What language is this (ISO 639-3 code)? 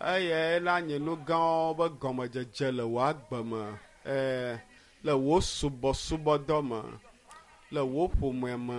ewe